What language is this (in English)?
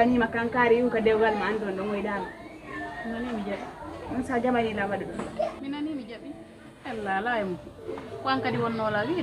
Fula